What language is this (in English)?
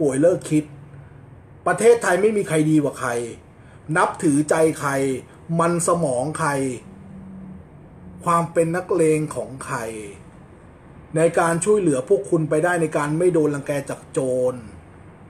Thai